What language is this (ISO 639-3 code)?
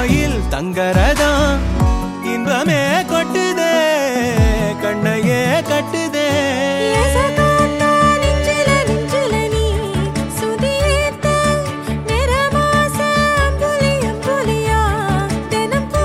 tam